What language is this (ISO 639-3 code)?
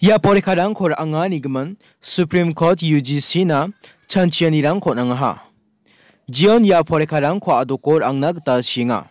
grt